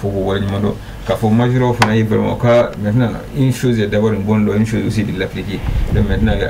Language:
Bambara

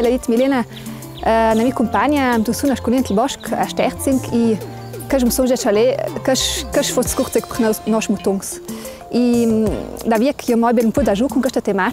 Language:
Ladin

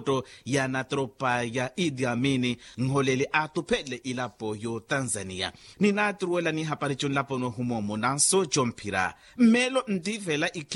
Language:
Makhuwa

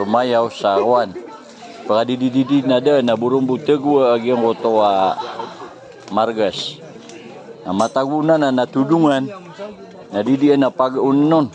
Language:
Maranao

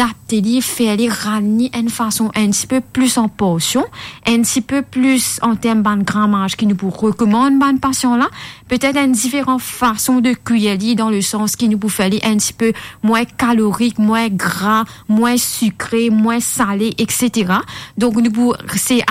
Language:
Morisyen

